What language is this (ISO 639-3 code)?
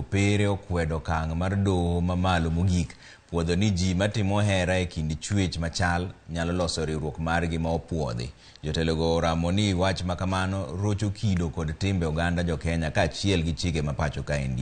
luo